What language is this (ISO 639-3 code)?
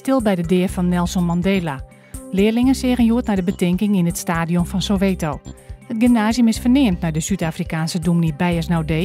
fry